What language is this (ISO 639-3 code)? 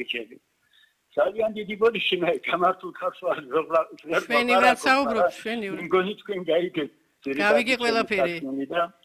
kat